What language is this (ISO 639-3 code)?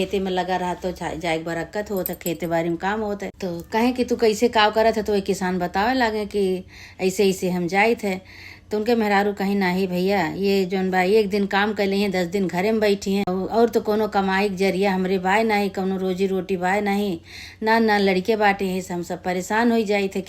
awa